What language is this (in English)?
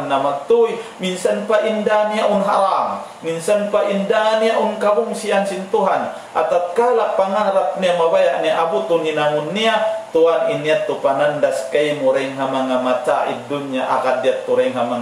Tausug